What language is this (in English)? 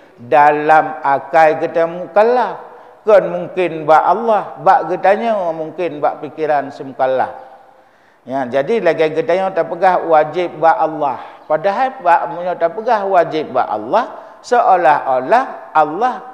Achinese